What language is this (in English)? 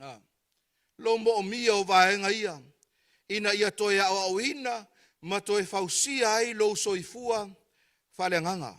Samoan